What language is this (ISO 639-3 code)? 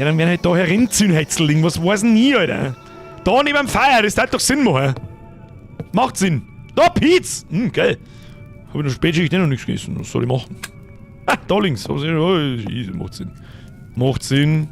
bar